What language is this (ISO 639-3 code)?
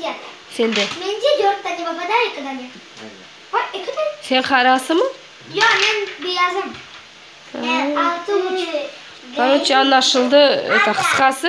crh